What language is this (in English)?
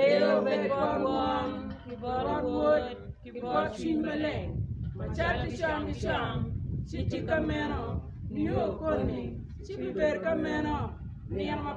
Acoli